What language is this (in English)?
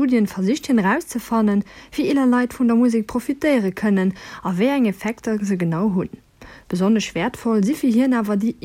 Luxembourgish